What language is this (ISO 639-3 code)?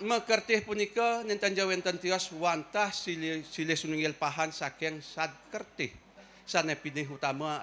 ban